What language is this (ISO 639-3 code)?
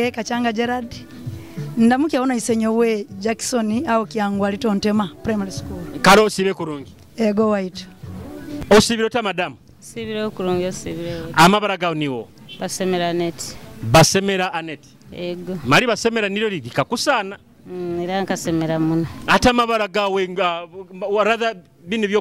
nyo